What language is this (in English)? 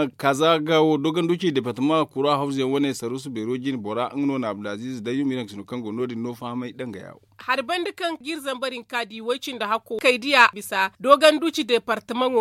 Zarma